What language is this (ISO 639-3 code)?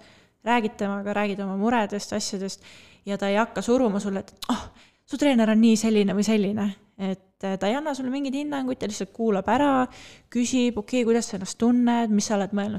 est